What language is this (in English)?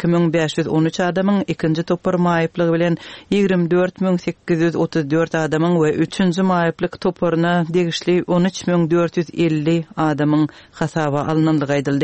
Turkmen